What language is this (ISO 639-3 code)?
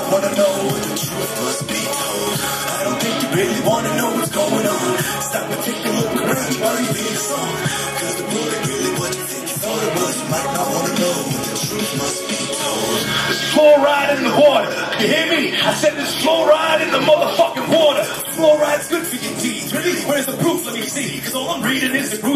eng